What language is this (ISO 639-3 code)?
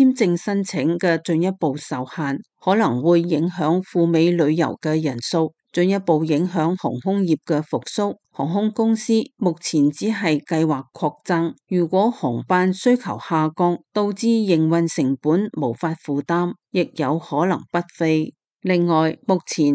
yue